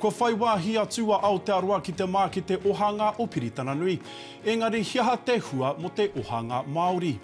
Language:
Māori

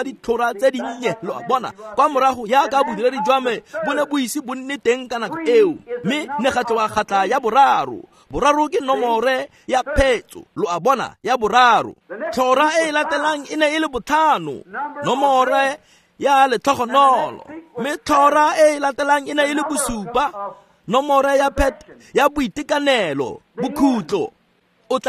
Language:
Tswana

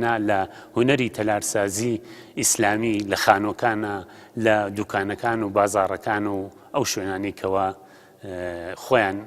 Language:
Central Kurdish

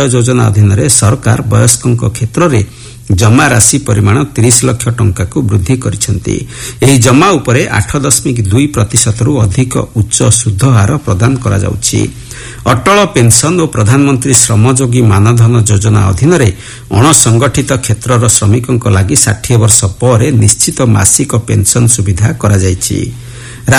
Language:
Odia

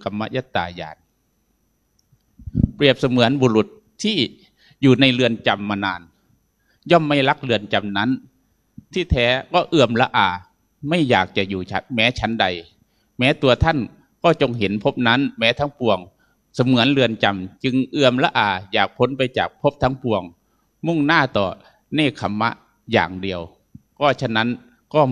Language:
Thai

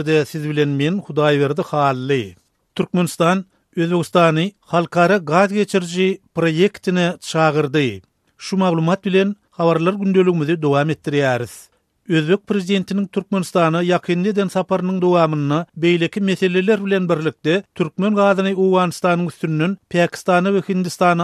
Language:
Turkmen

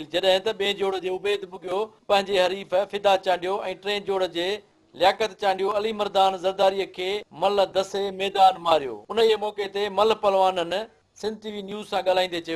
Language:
Sindhi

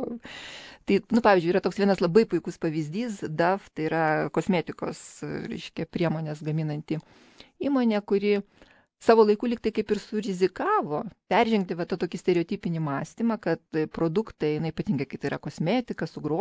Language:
Lithuanian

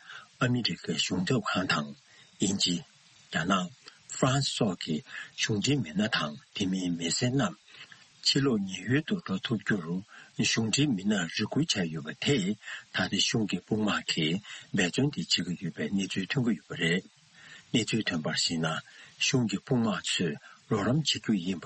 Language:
Tibetan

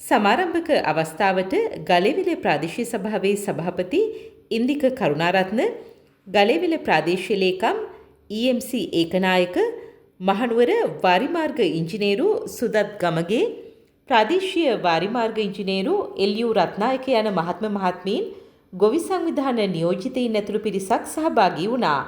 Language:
Sinhala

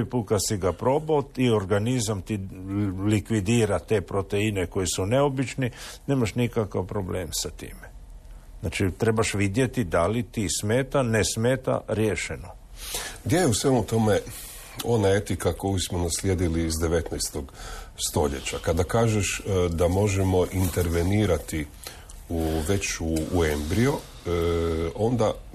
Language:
Croatian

